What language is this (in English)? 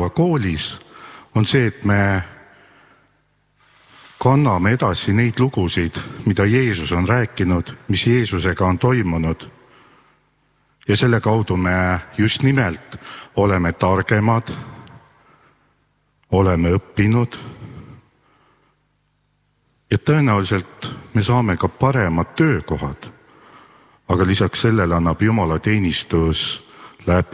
Estonian